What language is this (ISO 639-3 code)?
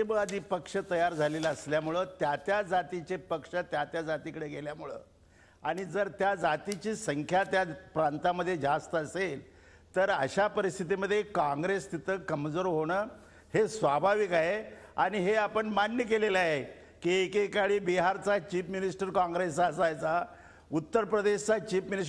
mar